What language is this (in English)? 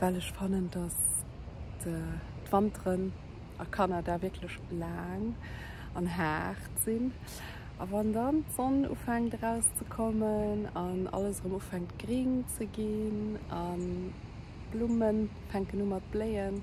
Luxembourgish